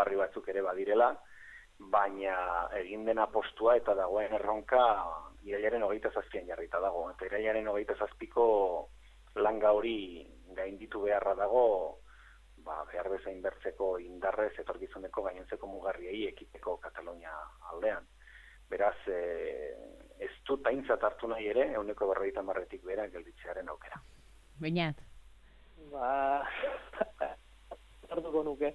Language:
Basque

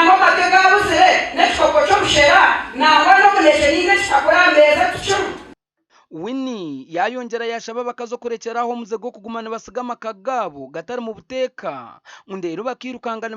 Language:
Nyankole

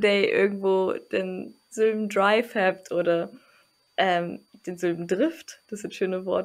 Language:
Low German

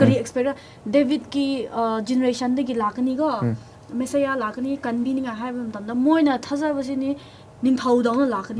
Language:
Manipuri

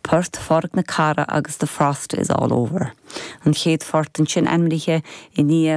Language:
Irish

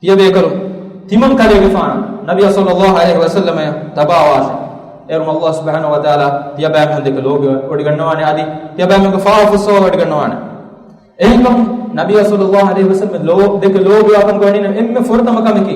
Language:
Divehi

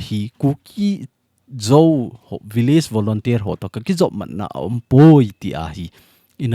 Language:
Thado Chin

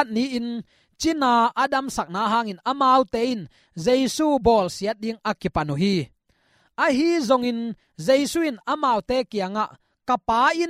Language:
Tedim Chin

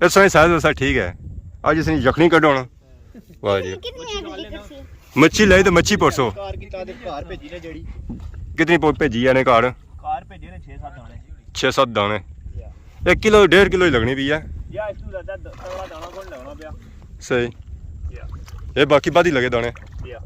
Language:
Pahari-Potwari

